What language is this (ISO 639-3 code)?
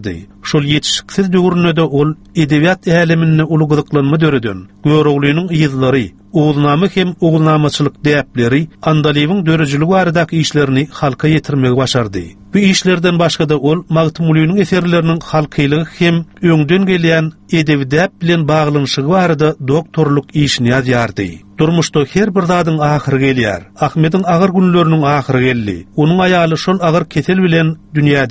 tuk